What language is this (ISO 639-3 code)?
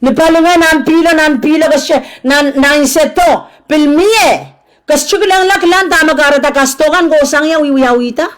pon